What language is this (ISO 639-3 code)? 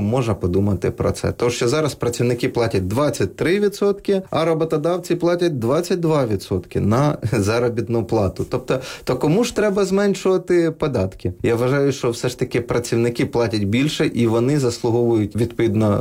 ukr